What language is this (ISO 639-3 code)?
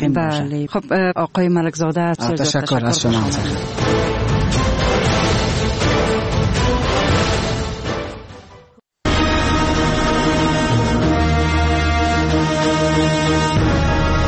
fas